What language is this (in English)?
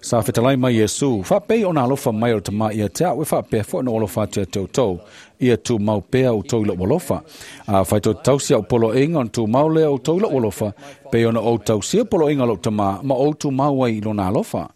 Samoan